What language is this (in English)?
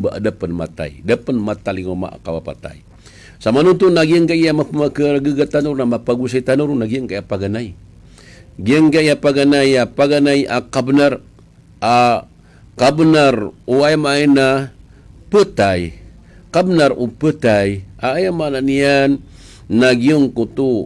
Maranao